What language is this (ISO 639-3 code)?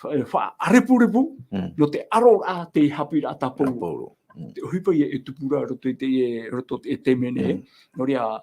tah